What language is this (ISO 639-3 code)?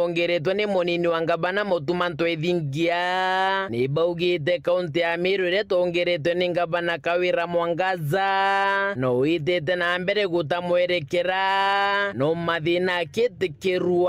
mer